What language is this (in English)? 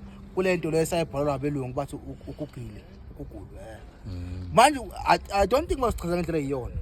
Zulu